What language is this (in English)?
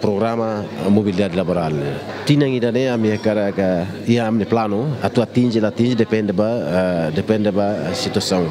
Tetum